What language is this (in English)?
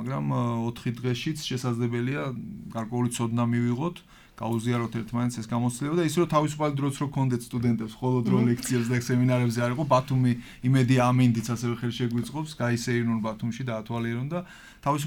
Georgian